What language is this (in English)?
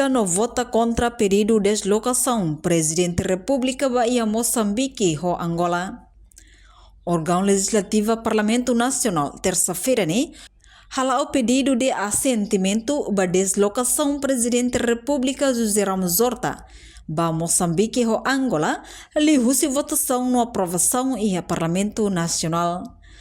Tetum